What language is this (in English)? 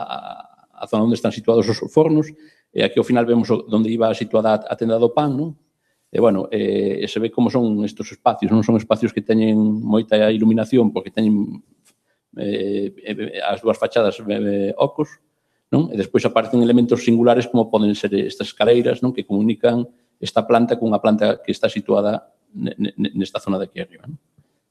Galician